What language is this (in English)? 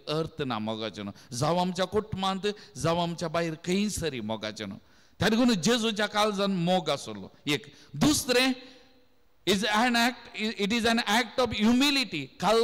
Konkani